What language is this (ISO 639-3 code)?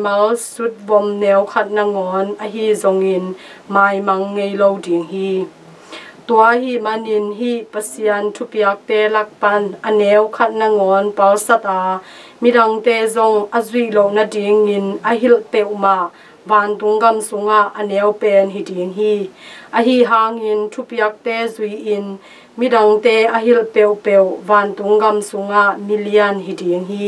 ctd